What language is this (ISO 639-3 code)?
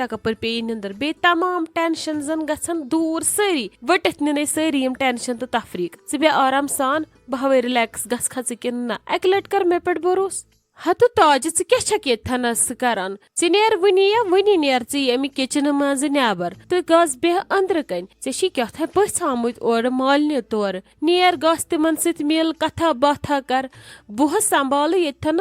kas